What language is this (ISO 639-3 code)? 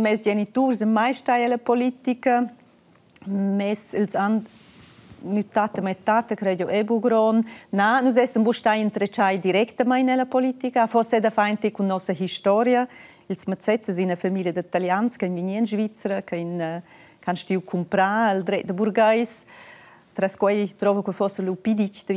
roh